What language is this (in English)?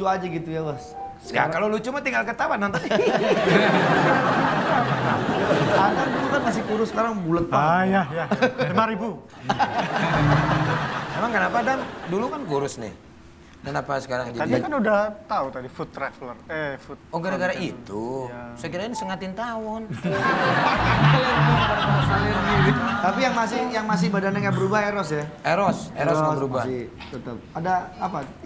Indonesian